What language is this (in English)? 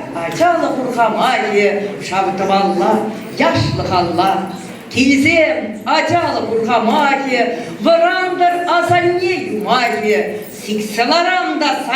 Chuvash